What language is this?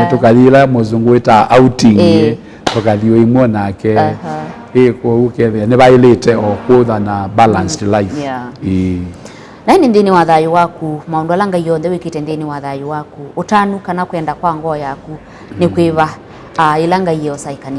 Kamba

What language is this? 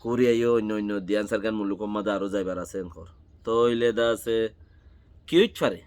Rohingya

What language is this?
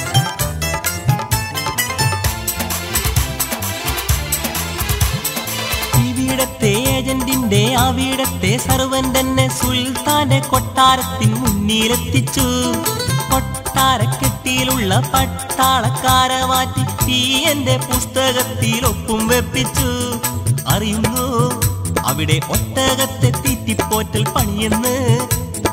Malayalam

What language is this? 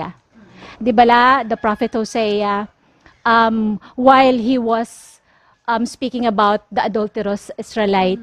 Hiligaynon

